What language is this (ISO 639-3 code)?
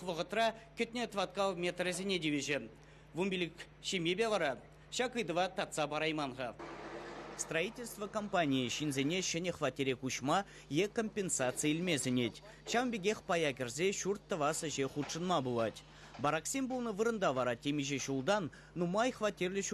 chv